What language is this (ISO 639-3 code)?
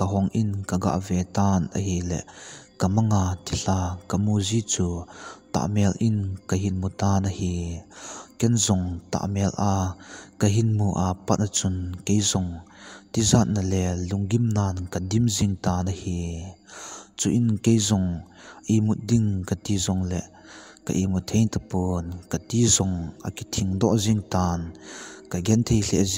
tcz